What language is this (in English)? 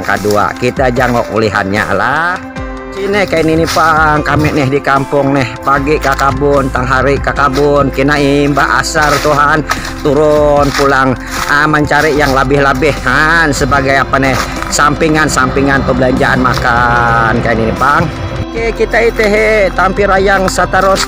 Banjar